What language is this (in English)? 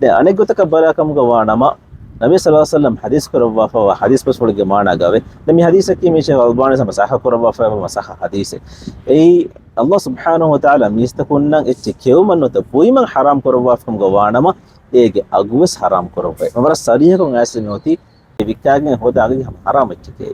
Divehi